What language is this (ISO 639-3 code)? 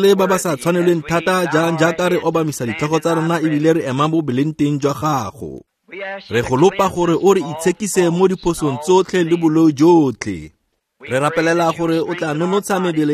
tsn